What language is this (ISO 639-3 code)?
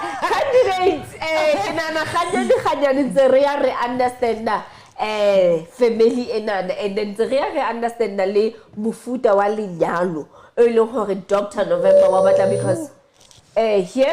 sot